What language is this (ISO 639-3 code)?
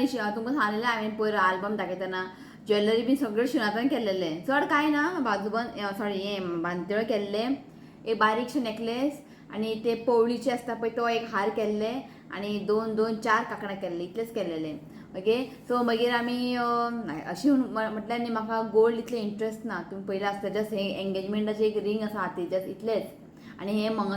kok